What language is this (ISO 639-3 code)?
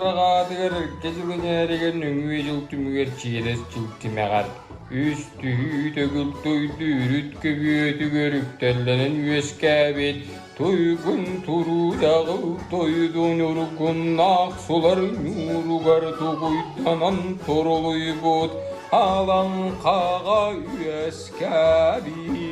sah